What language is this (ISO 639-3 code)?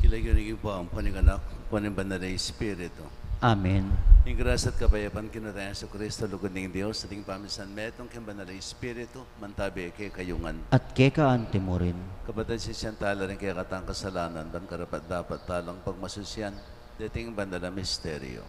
pam